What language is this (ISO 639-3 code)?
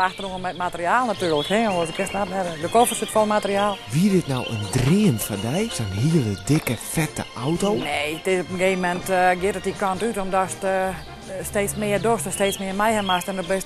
fry